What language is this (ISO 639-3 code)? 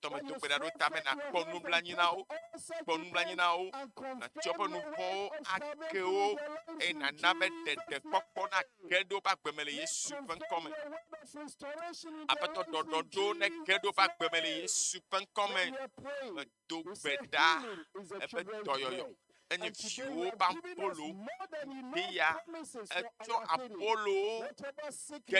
ewe